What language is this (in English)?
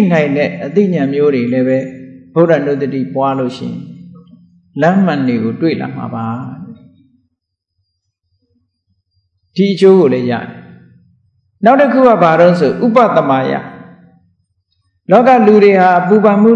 Burmese